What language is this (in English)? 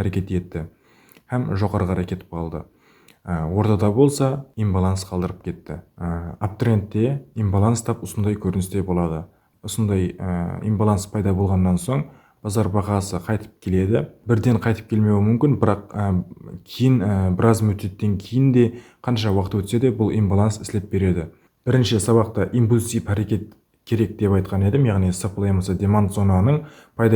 Kara-Kalpak